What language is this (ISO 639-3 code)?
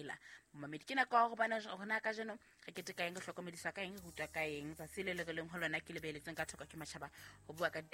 sot